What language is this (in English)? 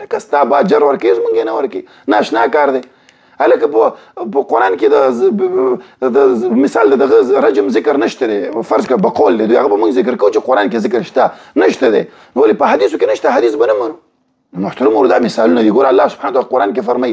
Pashto